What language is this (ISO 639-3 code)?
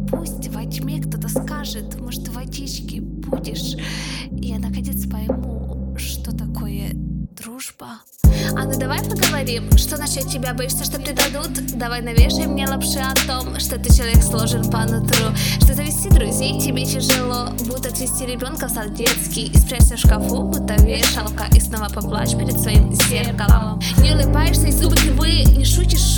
rus